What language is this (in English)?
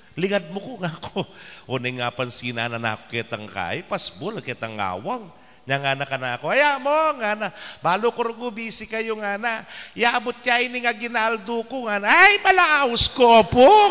Pampanga